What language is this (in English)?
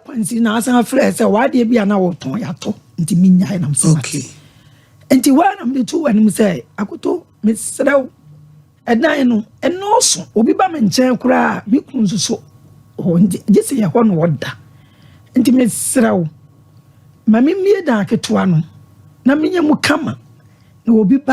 Akan